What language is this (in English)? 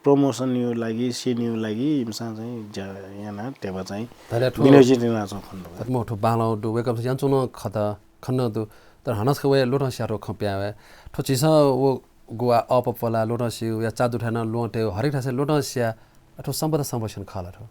Newari